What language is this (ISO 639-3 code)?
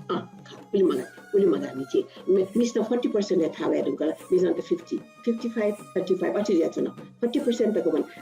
new